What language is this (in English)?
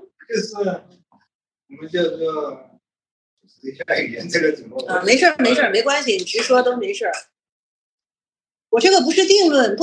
Chinese